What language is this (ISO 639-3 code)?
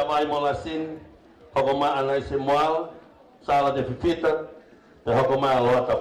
ton